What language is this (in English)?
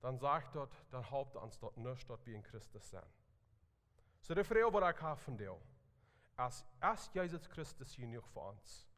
Plautdietsch